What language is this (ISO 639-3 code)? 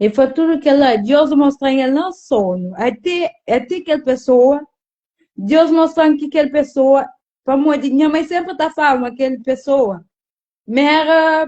kea